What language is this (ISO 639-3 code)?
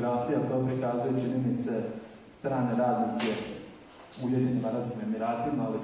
srp